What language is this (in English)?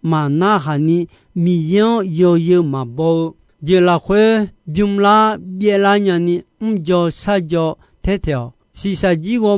Akha